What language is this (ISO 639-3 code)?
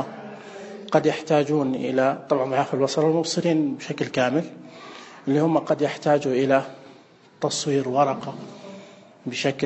ars